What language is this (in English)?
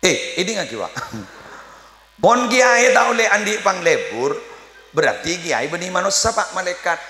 Madurese